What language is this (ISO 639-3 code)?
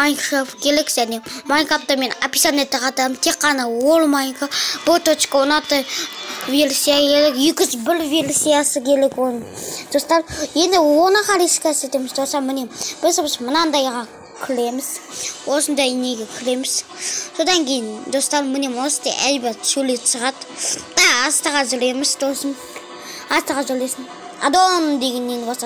kaz